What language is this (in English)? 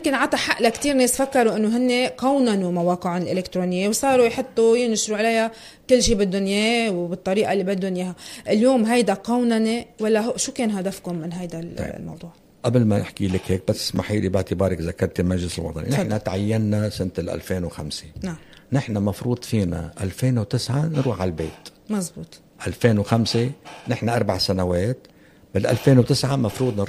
North Levantine Arabic